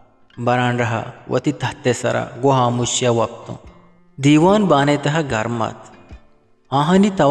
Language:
Eastern Balochi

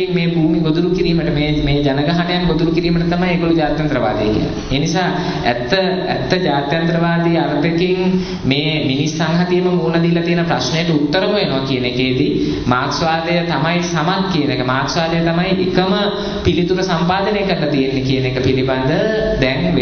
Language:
Sinhala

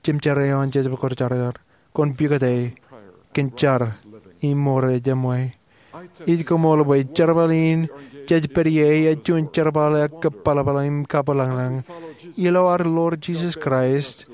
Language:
Marshallese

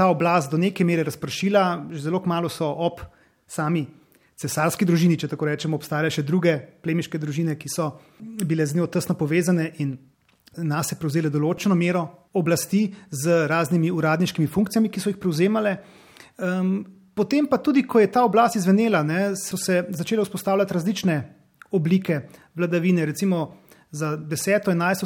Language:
Slovenian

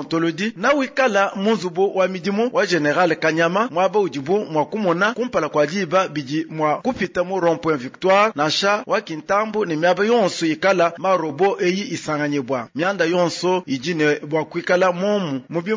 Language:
Luba-Lulua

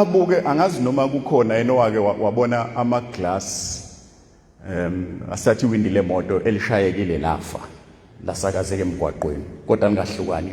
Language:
Zulu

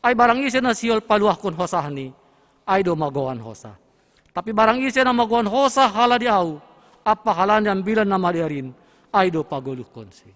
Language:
Batak Simalungun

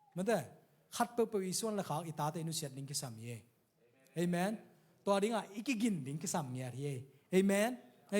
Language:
Tedim Chin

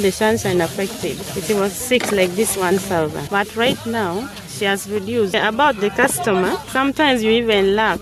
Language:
Nyoro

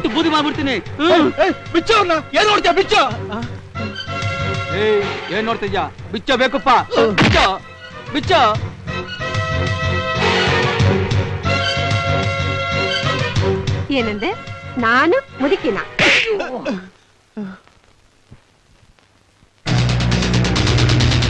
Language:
Kannada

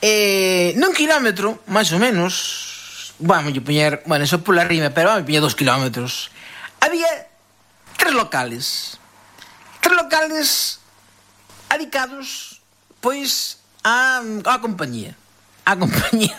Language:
Galician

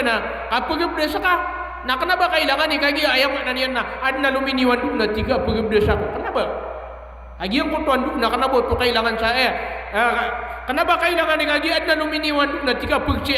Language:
Maranao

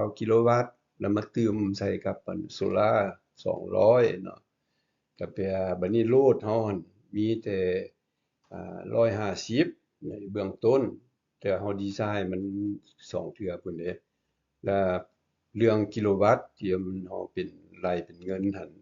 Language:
Lao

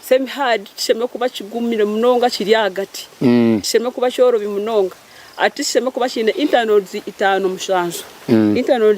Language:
Nyankole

